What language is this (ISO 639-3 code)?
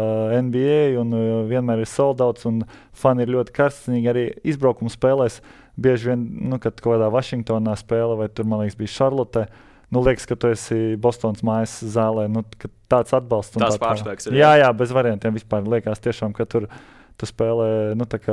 lav